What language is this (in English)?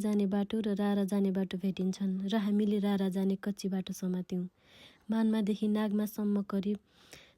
Nepali